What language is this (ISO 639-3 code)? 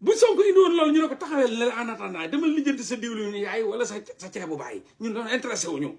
wol